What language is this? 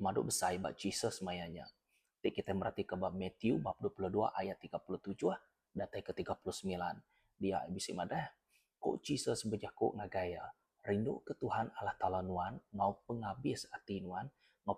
Iban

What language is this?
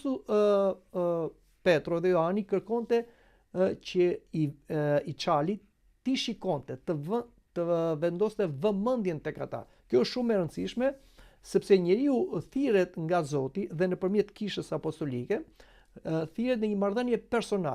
Albanian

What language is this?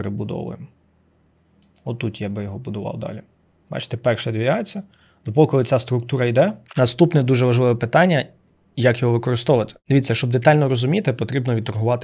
Ukrainian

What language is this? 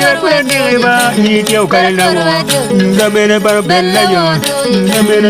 Acoli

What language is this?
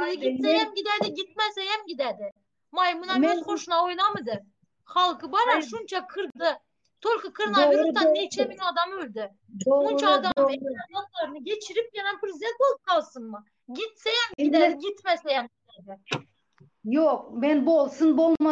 Turkmen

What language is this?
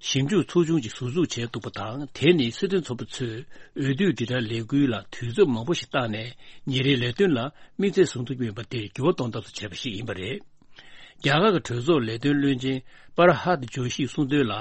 Tibetan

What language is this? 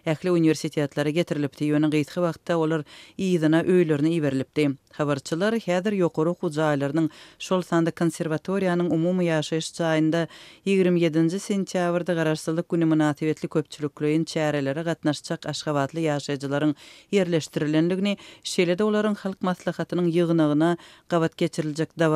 Turkmen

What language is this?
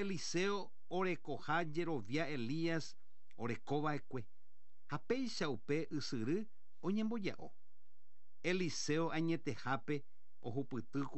Guarani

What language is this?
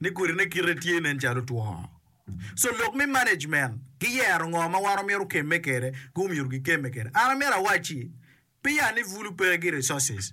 Acoli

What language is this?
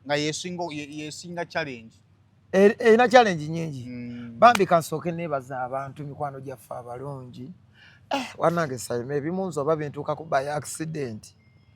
Ganda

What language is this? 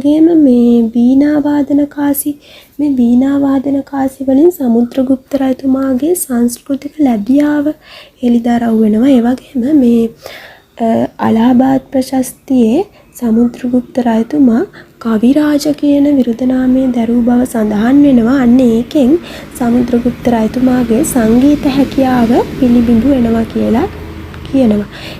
Sinhala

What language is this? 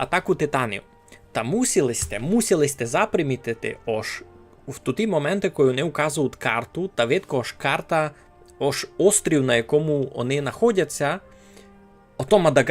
Rusyn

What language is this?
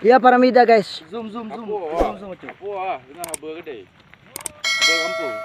Achinese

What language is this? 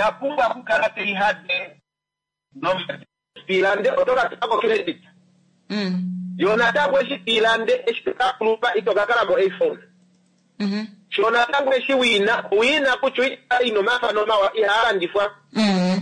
Kuanyama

